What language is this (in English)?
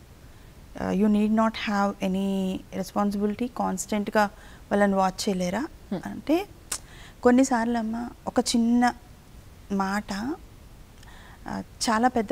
Telugu